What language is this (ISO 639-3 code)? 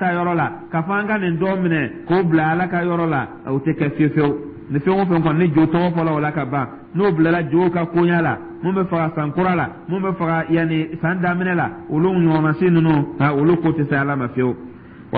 dyu